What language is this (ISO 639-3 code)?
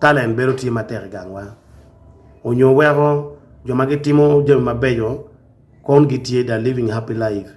ach